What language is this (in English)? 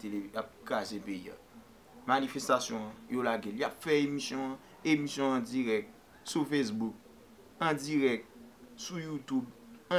Haitian Creole